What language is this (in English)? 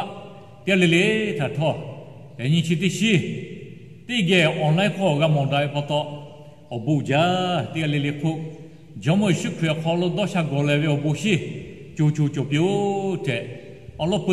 Lahu